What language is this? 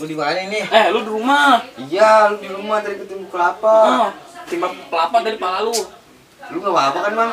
Betawi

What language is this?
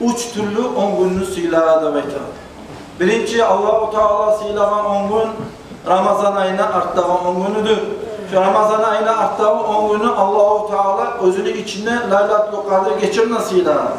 Kumyk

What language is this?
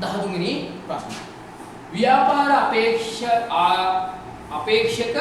Sinhala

